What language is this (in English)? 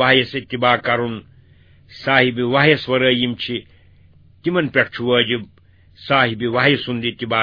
Kashmiri